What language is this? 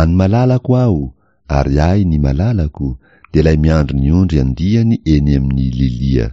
Malagasy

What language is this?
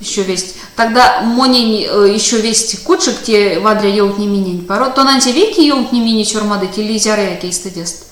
Erzya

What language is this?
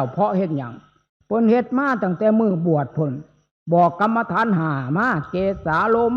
Northeastern Thai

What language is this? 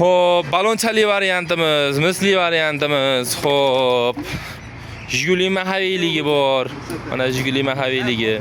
Uzbek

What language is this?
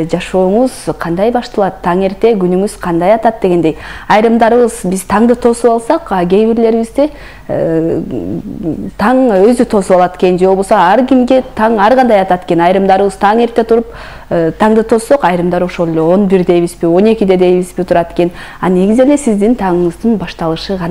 Kyrgyz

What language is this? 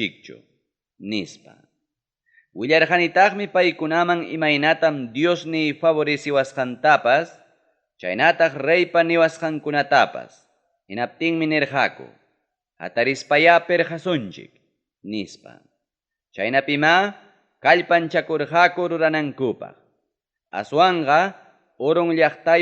Ayacucho Quechua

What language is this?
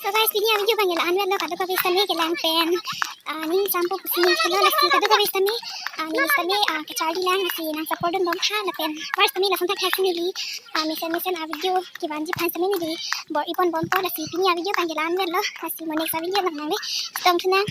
Karbi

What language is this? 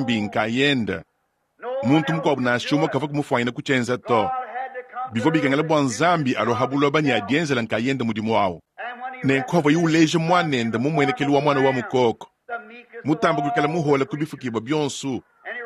Luba-Lulua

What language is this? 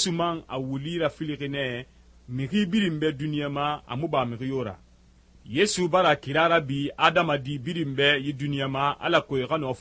Susu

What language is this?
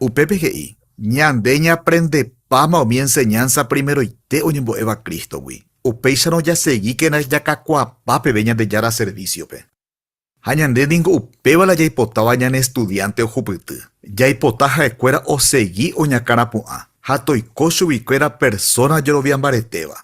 Guarani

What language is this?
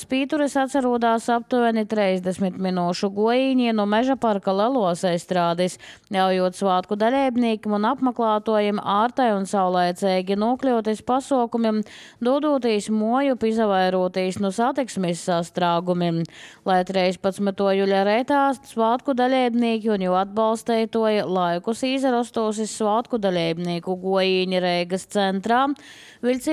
Latvian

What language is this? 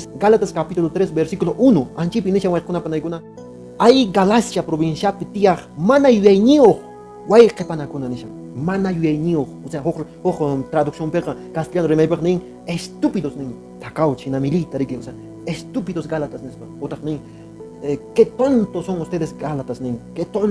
Quechua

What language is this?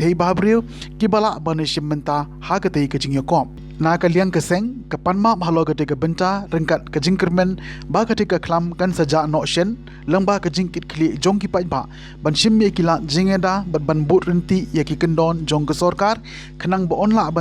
Khasi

